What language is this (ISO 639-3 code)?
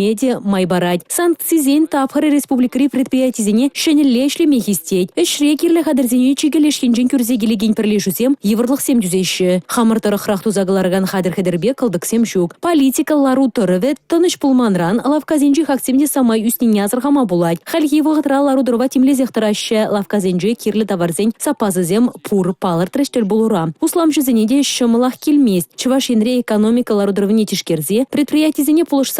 chv